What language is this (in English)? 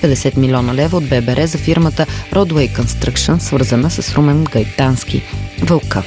Bulgarian